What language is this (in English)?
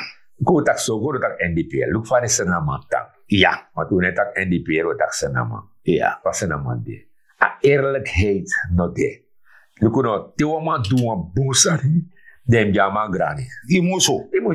Sranan Tongo